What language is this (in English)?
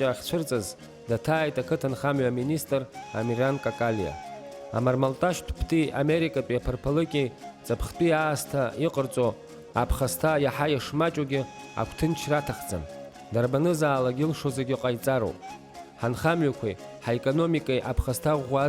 Abkhazian